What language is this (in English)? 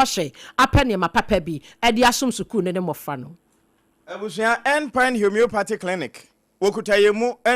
Akan